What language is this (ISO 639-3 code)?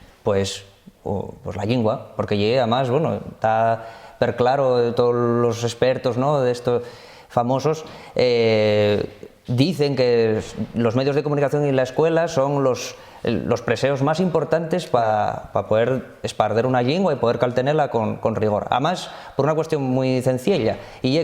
ast